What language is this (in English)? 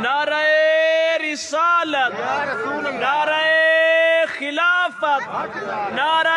Saraiki